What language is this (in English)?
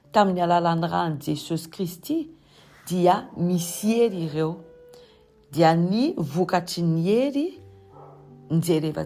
Malagasy